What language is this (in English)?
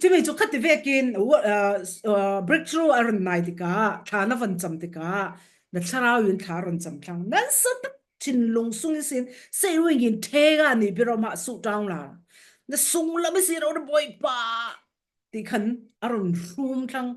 Falam Chin